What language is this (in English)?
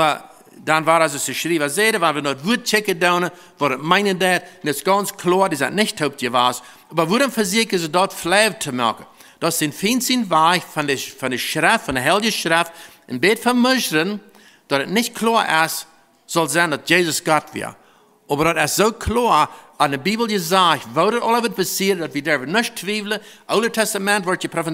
Plautdietsch